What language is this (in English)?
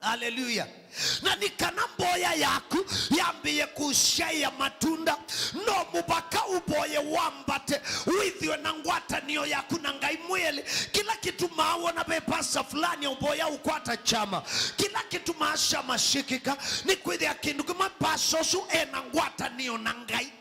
Kamba